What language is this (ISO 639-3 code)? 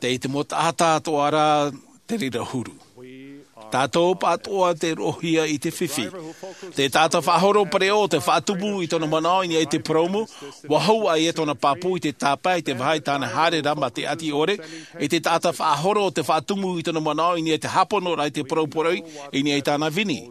tah